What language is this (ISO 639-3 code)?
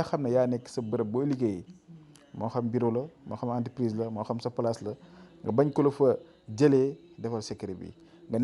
wol